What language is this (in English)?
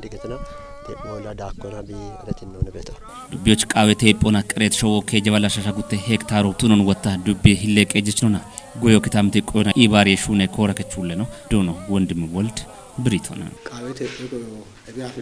Kafa